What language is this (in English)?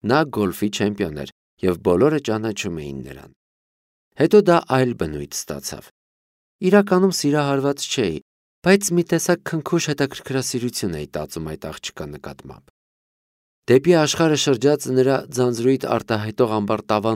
Armenian